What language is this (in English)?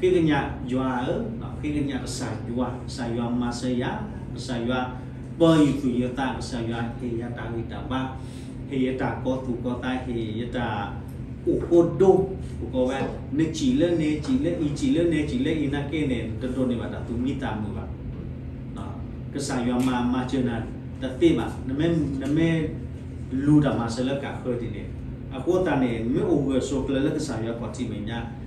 S'gaw Karen